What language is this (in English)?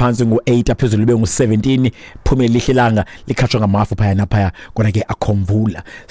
Xhosa